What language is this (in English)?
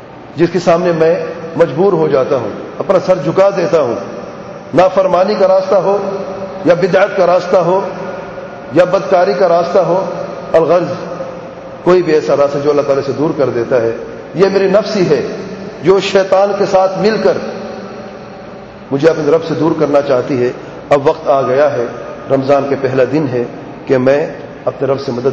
Urdu